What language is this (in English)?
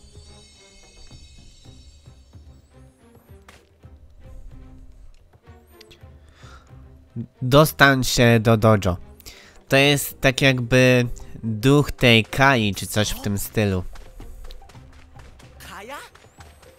Polish